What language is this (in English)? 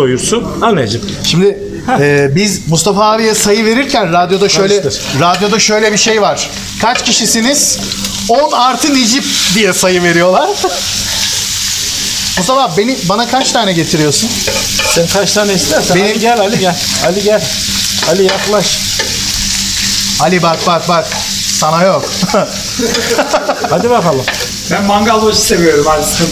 Turkish